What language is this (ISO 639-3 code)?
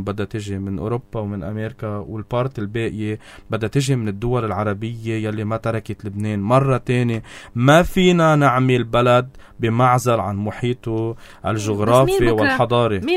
apc